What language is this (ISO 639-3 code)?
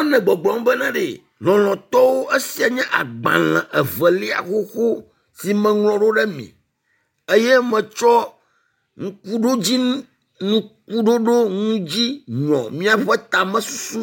ewe